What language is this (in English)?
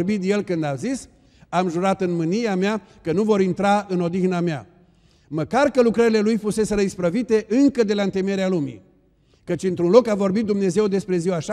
Romanian